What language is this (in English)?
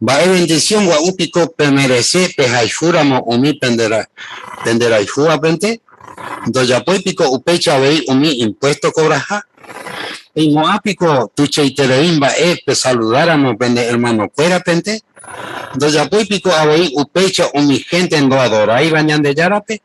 Guarani